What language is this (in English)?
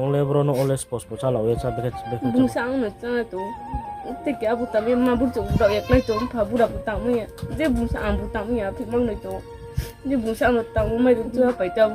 Riang (India)